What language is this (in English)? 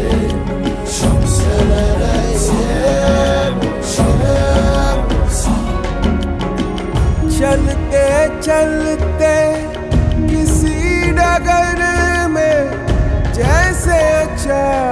Hindi